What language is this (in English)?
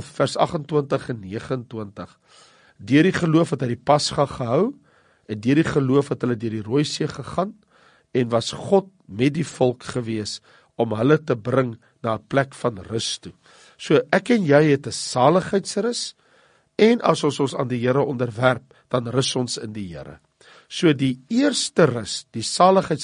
Afrikaans